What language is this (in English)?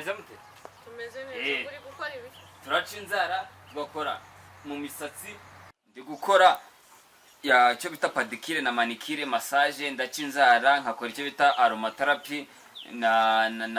Kinyarwanda